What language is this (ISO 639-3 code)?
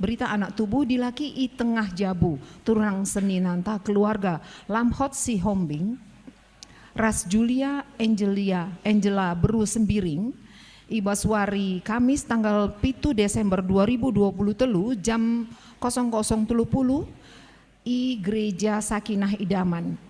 btx